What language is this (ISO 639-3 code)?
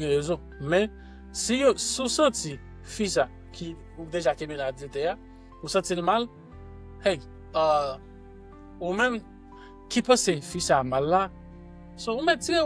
hat